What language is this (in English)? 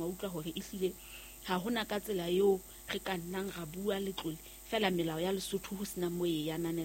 Southern Sotho